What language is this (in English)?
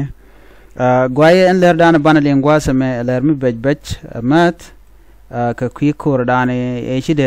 Nuer